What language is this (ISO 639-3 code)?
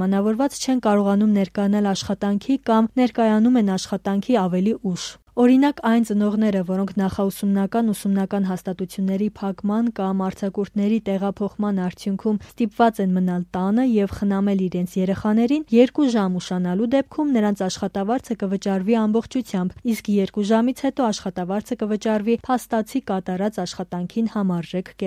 hye